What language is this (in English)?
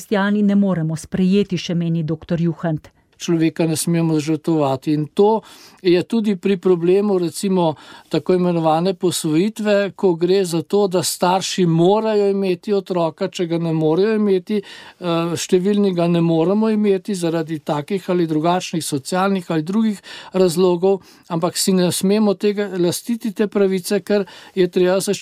Slovenian